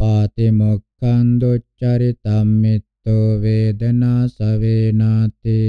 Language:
Pali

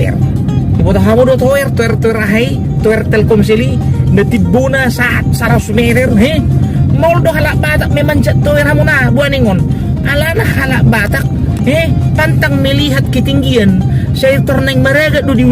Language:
Batak Toba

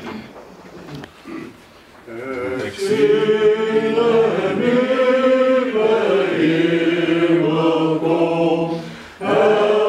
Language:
Afrikaans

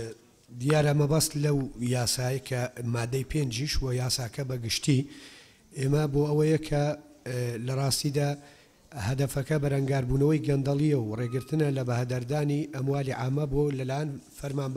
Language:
Central Kurdish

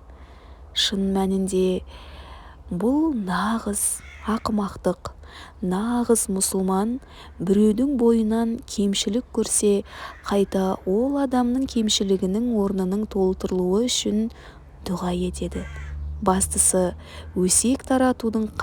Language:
Kazakh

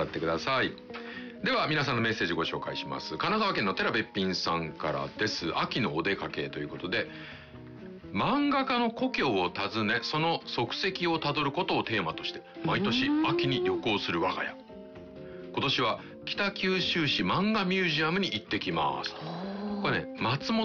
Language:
Japanese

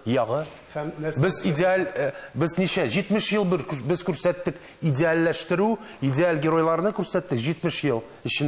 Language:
Tatar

